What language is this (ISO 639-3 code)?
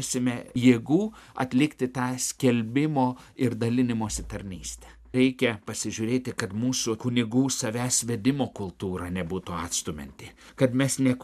lit